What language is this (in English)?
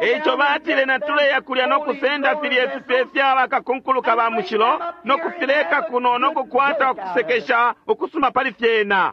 Bemba